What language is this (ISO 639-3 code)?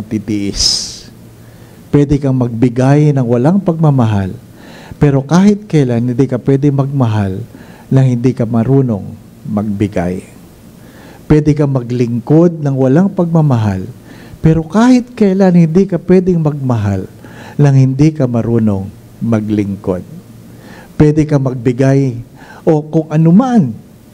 fil